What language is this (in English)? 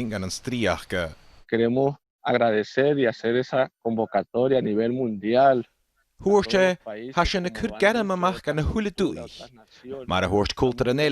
Scottish Gaelic